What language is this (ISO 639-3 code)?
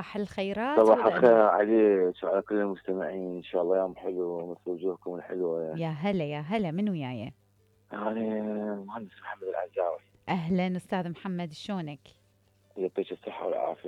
acm